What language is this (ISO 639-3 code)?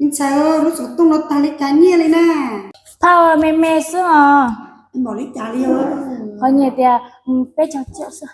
hmn